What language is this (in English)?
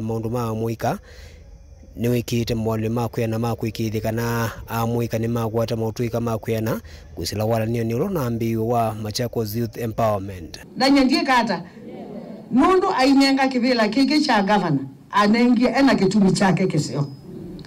Kamba